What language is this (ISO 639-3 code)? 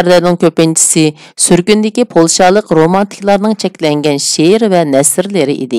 uig